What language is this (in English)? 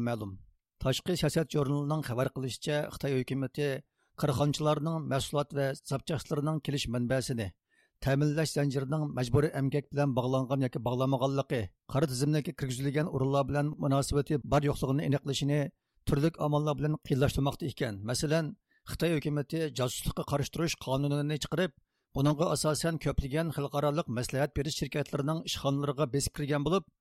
Uyghur